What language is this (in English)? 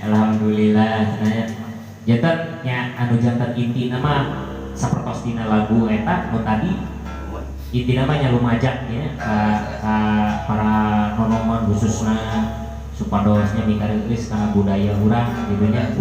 Sundanese